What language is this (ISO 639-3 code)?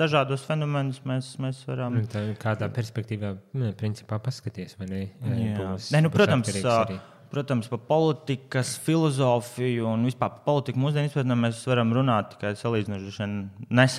lav